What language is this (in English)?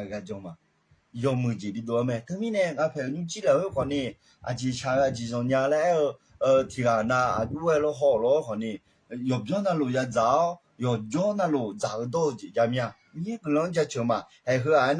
Akha